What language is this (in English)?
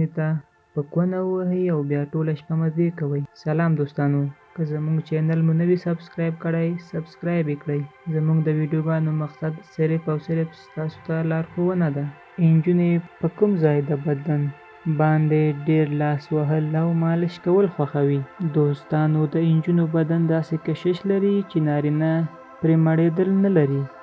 Pashto